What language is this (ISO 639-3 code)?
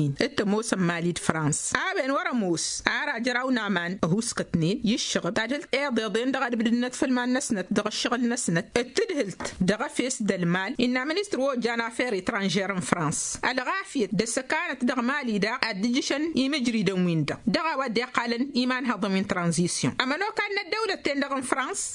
taq